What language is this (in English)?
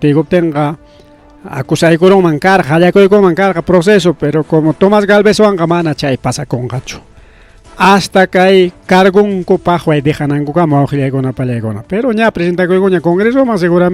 Ayacucho Quechua